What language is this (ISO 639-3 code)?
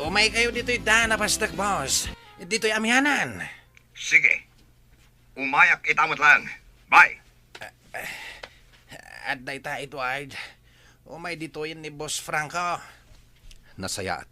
ilo